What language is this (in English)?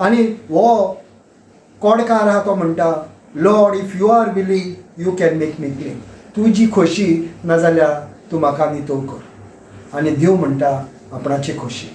Konkani